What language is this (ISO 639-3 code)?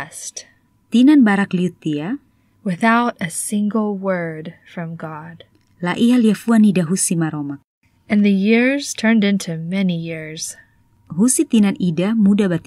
tet